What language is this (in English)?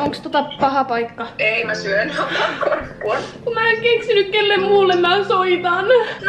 Finnish